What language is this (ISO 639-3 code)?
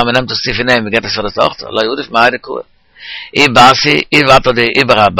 yid